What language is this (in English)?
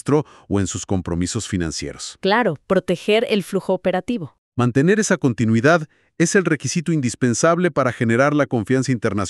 Spanish